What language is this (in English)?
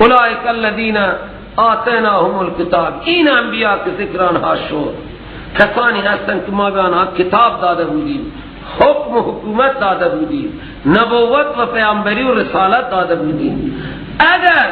Persian